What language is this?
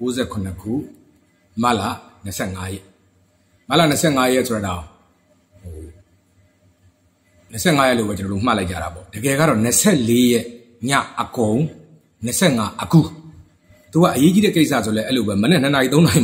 Burmese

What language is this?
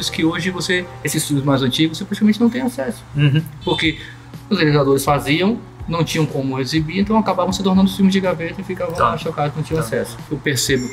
Portuguese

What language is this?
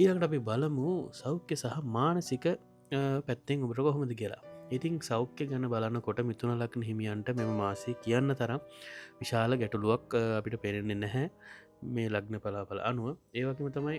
Sinhala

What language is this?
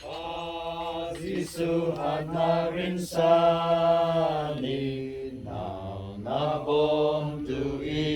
Falam Chin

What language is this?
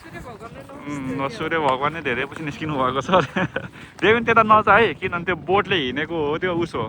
Nepali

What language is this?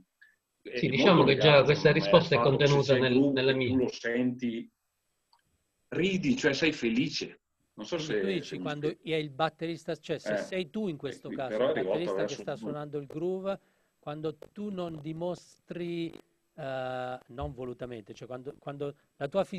Italian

